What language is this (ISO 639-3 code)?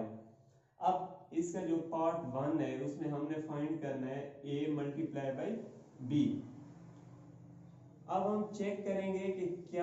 hin